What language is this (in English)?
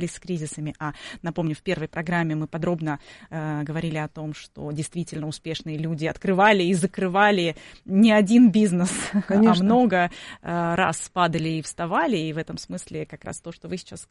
Russian